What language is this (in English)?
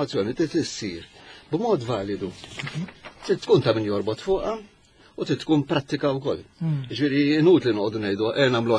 Maltese